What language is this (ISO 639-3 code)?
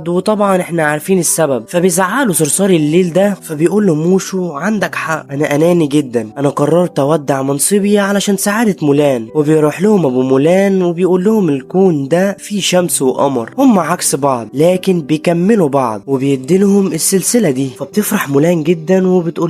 arz